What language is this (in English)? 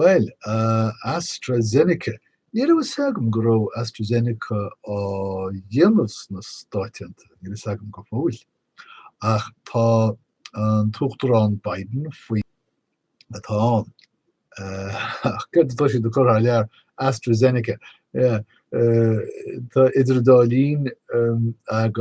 Irish